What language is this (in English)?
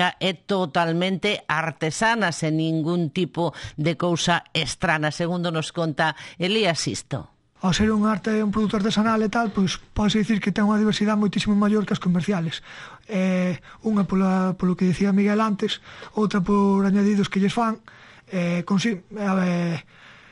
Galician